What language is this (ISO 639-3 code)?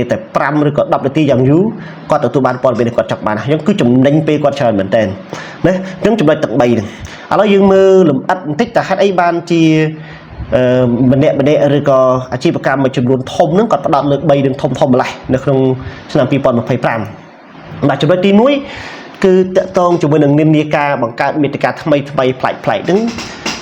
khm